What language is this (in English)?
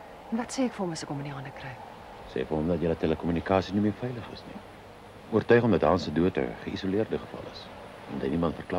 Afrikaans